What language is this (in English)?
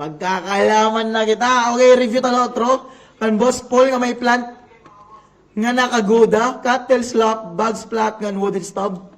Waray